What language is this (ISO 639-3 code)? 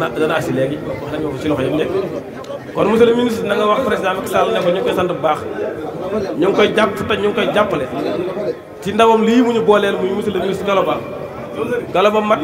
wol